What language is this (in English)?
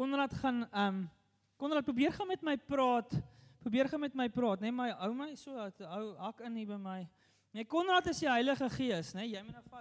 Afrikaans